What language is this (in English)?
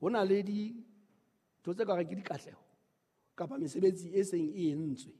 Southern Sotho